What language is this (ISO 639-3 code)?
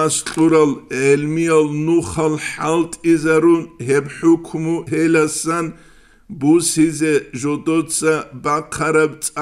ava